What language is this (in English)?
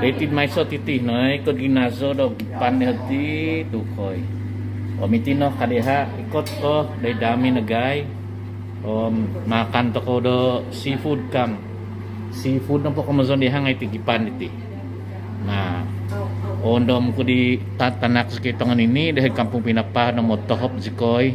Central Dusun